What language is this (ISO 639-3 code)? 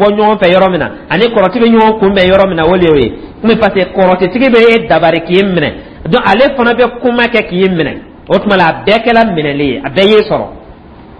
dyu